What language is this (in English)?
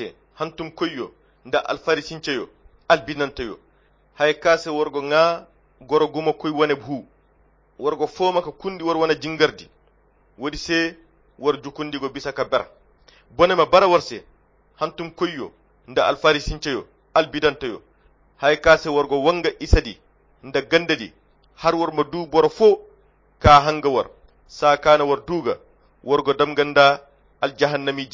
Koyra Chiini